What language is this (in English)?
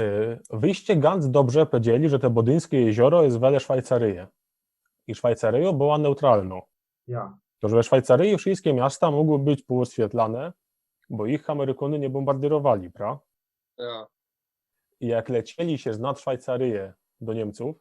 Silesian